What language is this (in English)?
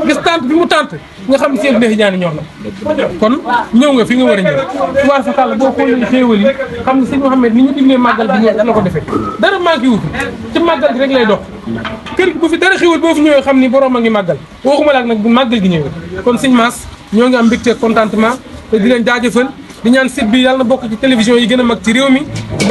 Wolof